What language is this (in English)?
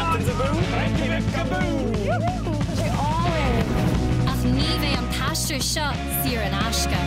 Irish